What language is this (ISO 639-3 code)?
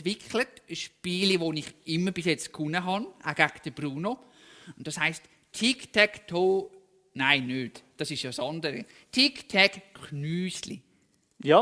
gsw